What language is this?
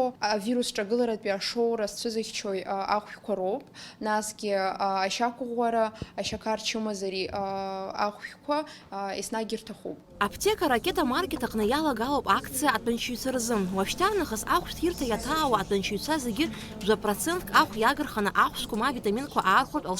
Abkhazian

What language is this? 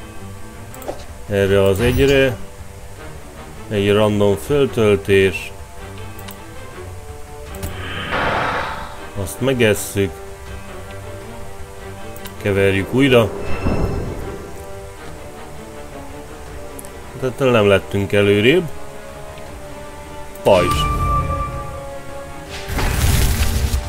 Hungarian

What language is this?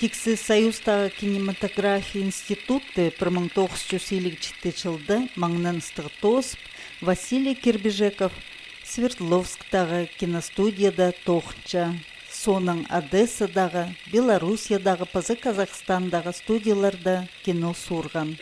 Khakas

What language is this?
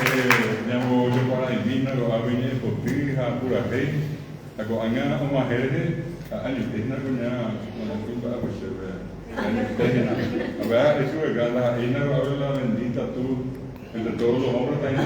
Guarani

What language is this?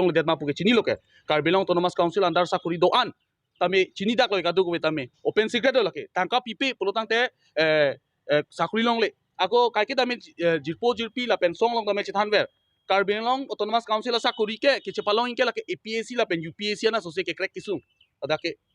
Karbi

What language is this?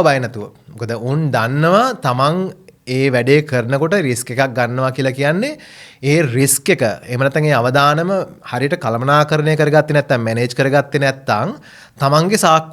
Sinhala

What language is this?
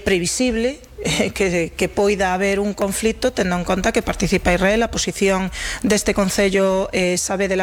Galician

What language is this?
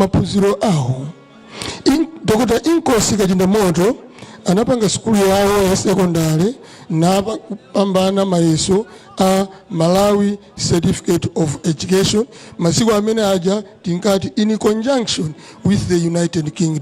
Nyanja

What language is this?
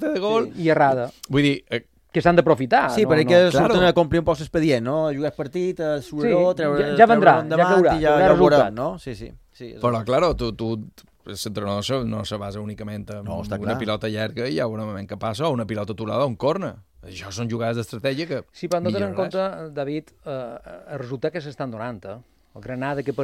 Catalan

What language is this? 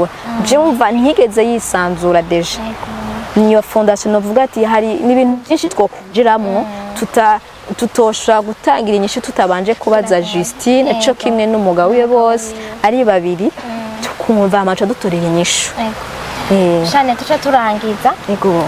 Rundi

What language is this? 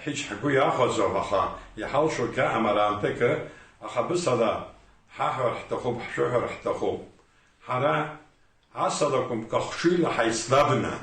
Abkhazian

